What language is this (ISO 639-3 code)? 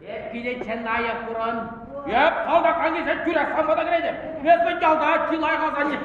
chv